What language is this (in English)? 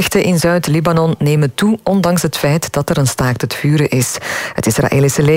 Dutch